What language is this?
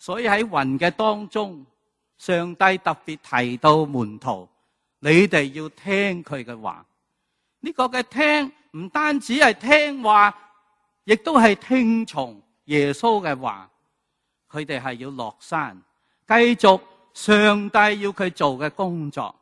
Cantonese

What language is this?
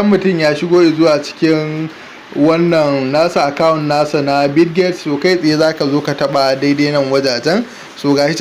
Hausa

